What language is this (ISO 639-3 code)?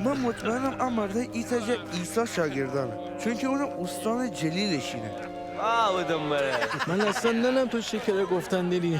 glk